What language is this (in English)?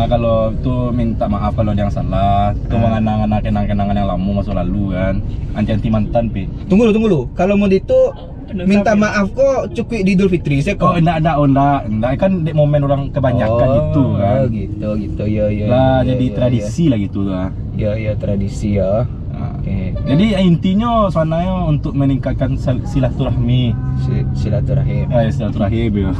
Minangkabau